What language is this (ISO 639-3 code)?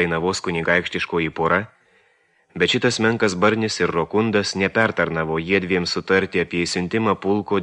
lit